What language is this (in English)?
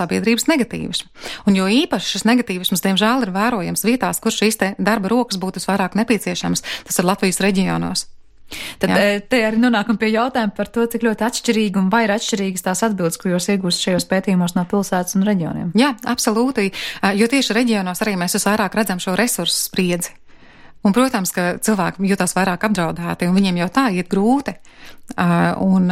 Latvian